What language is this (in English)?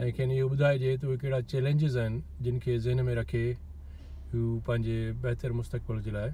Sindhi